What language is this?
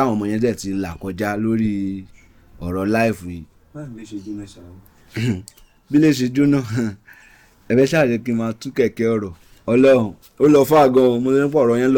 Yoruba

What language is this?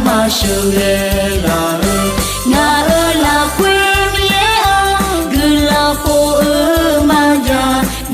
Akha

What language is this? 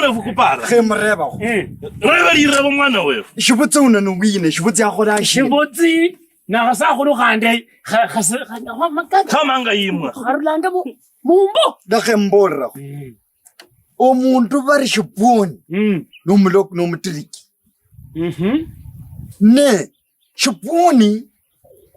Kabras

